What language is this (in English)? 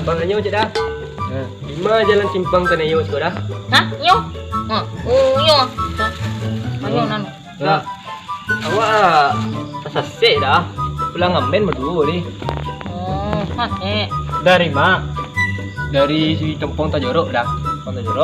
Minangkabau